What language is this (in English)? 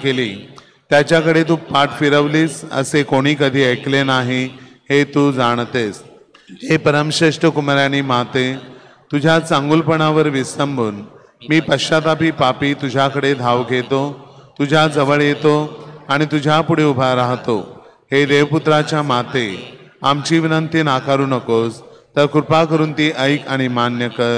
Marathi